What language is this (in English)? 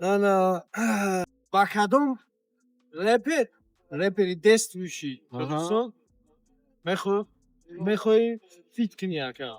Tajik